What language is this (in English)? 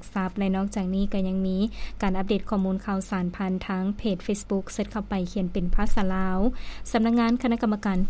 Lao